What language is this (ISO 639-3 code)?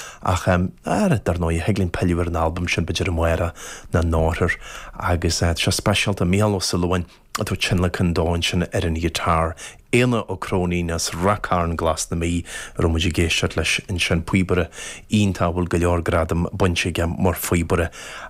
gle